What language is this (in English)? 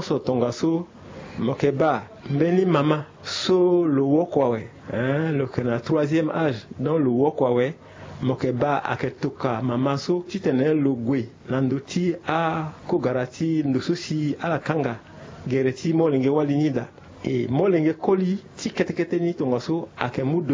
Sango